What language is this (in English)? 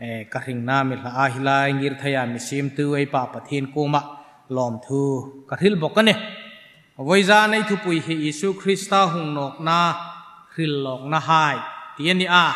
Hmar